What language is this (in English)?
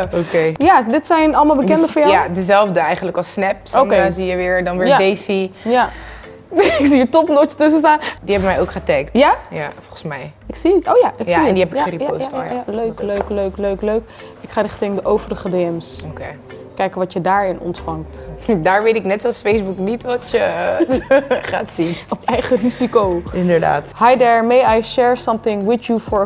Dutch